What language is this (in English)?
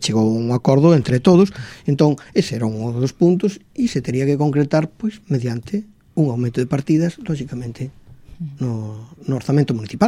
Galician